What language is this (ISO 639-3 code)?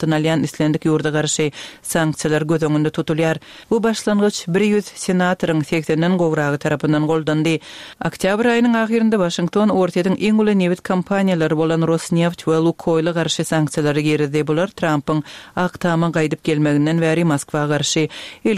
kir